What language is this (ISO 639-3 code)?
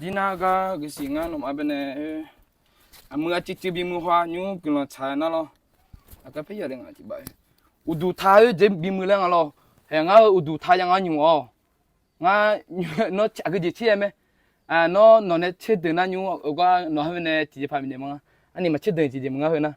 ahk